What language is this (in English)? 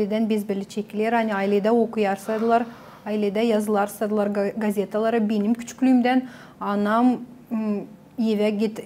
Gagauz